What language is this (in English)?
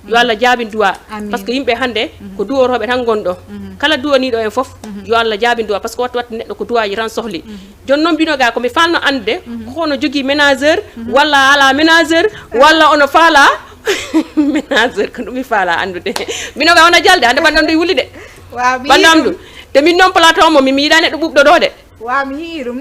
Fula